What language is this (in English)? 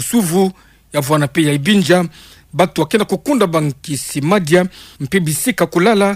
Kituba (Democratic Republic of Congo)